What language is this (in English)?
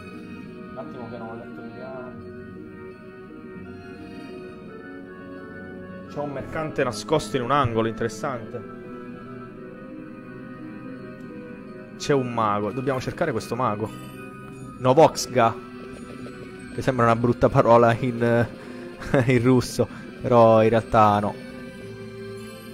Italian